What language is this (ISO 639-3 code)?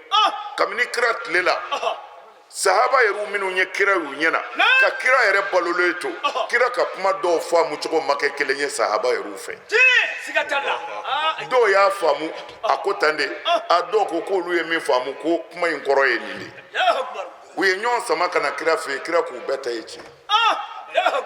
bam